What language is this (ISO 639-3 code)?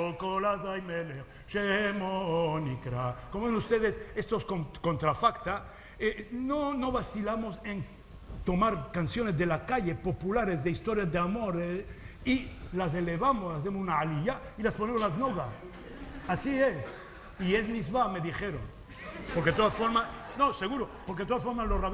lad